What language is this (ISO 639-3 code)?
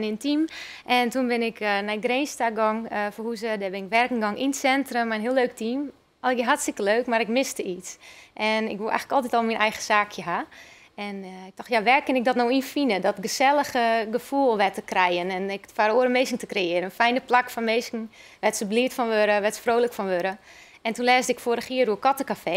fry